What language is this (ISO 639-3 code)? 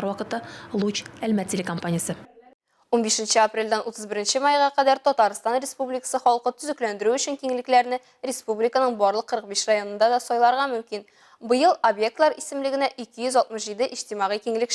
tat